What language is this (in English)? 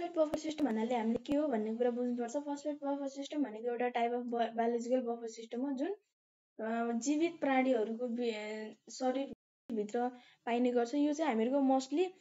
Nepali